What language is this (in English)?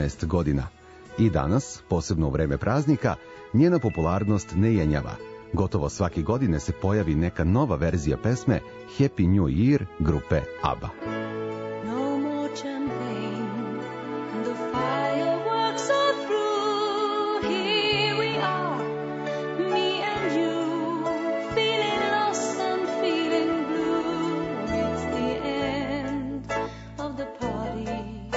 Serbian